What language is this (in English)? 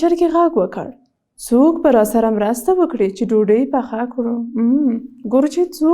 Pashto